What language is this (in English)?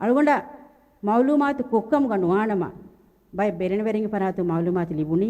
Divehi